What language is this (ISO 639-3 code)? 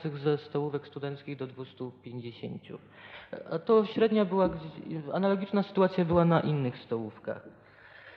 pol